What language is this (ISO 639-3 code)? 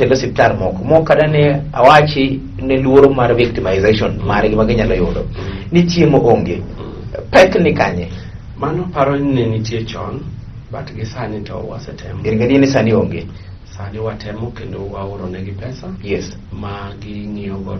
luo